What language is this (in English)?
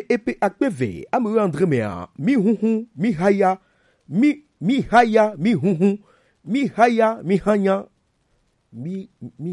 Gen